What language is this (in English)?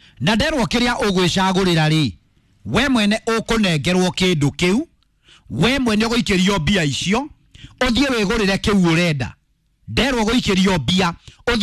Kikuyu